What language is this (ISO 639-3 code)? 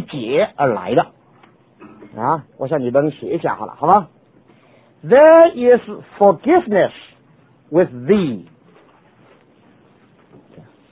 zho